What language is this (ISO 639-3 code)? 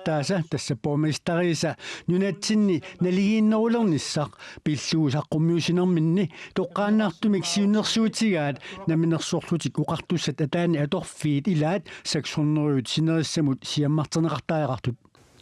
kal